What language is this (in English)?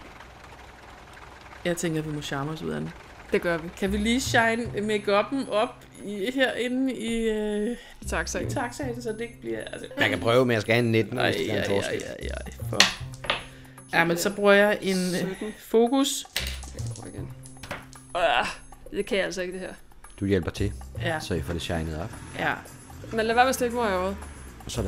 Danish